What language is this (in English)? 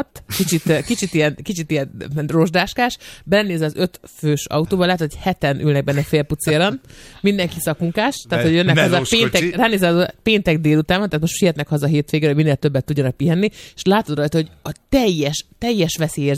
Hungarian